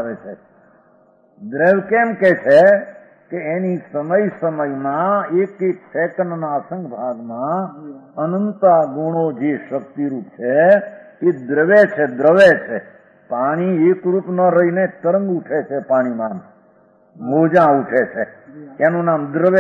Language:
Gujarati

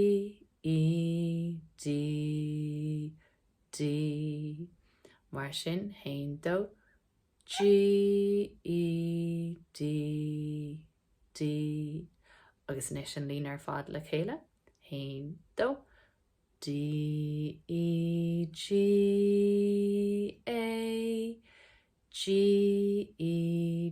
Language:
Irish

